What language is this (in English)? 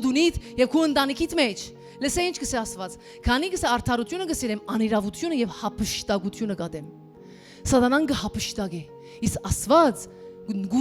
Western Armenian